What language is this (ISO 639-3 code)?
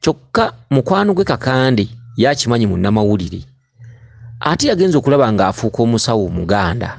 lug